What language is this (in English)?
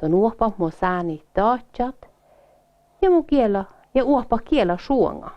Northern Sami